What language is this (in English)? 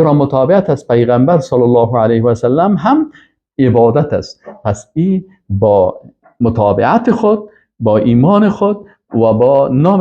Persian